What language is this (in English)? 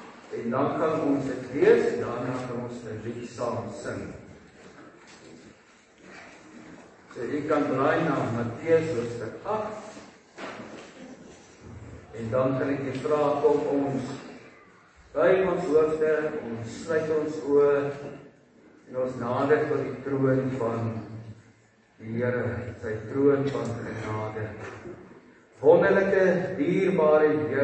Afrikaans